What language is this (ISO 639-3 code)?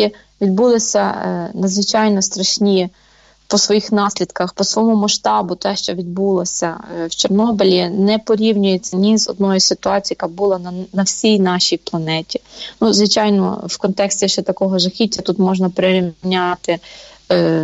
ukr